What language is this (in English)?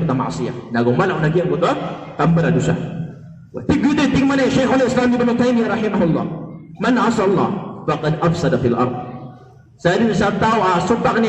Maranao